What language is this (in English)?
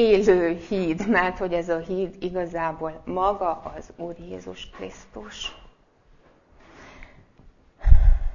Hungarian